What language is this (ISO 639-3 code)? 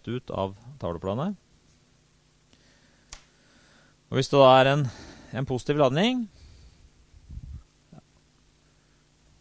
nor